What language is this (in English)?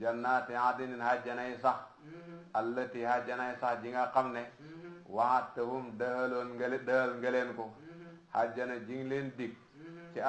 Wolof